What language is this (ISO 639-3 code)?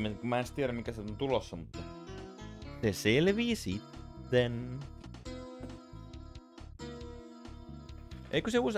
fin